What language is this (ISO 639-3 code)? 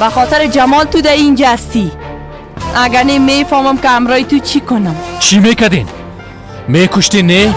fas